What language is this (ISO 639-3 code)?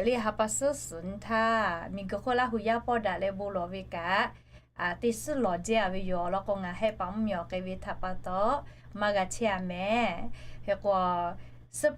lhu